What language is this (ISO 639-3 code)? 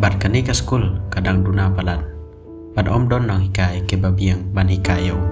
kha